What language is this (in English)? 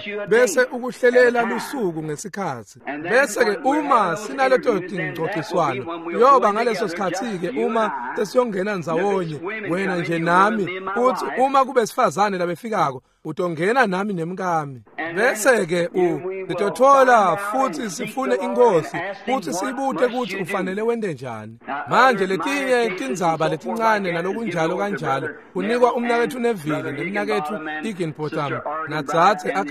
Swati